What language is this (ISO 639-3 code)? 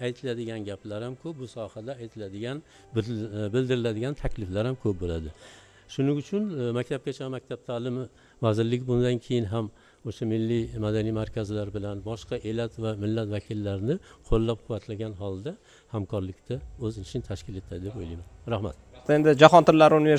uzb